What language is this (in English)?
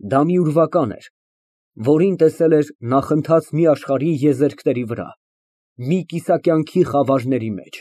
Armenian